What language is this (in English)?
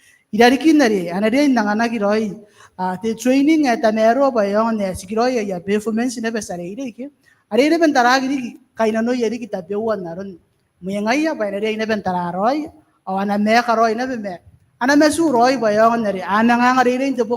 Gilbertese